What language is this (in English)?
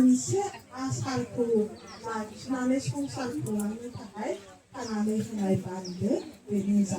Bodo